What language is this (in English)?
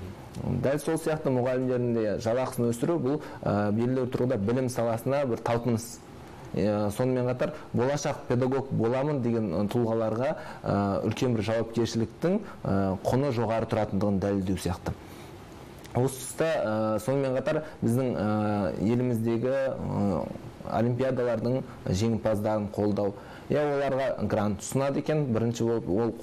Kazakh